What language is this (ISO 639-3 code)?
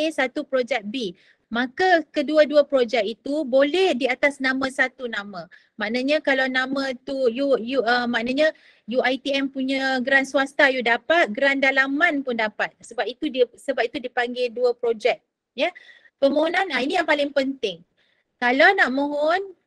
msa